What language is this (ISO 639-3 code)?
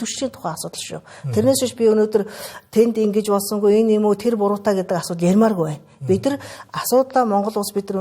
mon